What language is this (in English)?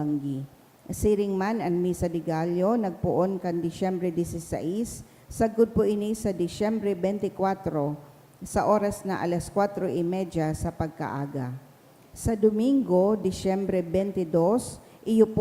Bikol